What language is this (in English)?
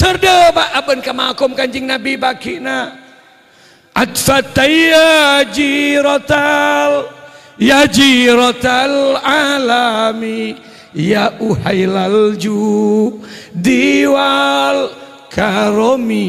Madurese